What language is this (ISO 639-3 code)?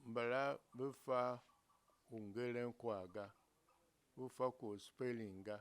tiv